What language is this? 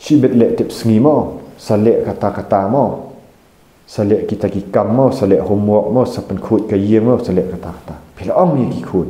Khasi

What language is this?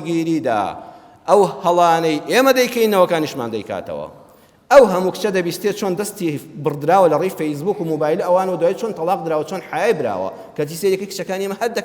Central Kurdish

